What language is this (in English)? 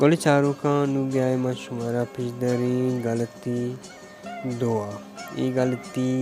Baluchi